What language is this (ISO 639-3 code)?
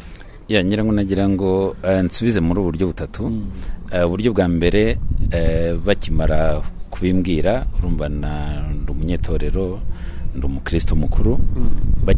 kin